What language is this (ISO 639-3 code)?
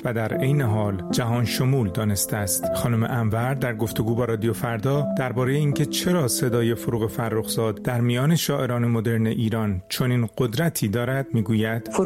fas